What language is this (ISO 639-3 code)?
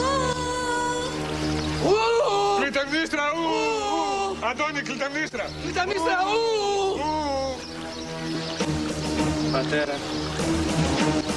ell